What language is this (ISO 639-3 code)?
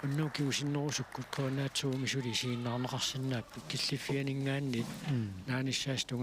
kal